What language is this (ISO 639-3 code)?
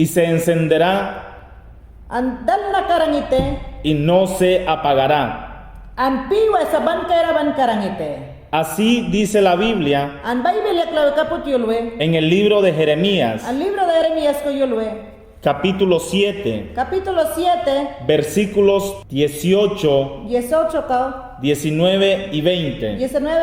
yan